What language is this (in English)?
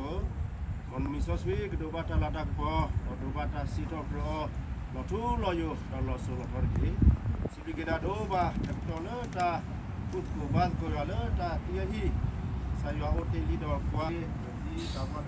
S'gaw Karen